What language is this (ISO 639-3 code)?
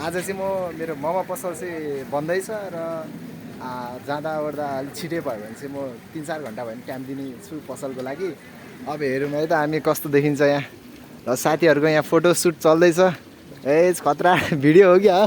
nep